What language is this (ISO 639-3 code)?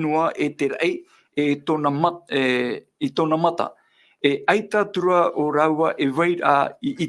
tah